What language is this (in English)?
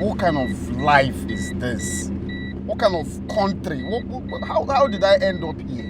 Nigerian Pidgin